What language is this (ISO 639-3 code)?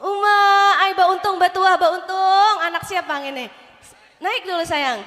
bjn